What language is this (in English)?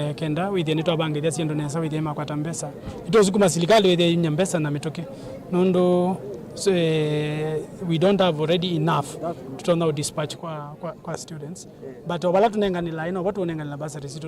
Kamba